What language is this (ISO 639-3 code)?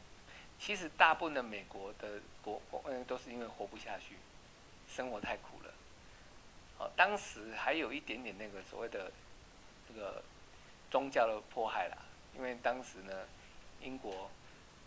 zho